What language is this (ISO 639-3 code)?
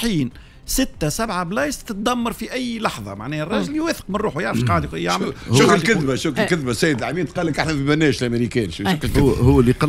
aeb